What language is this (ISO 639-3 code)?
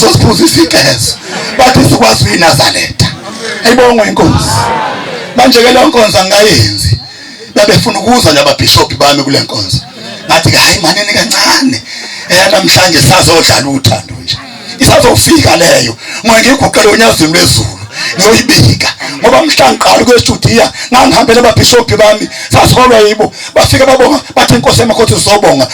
zul